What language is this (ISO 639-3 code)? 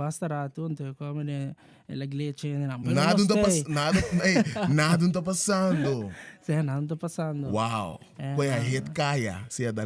pap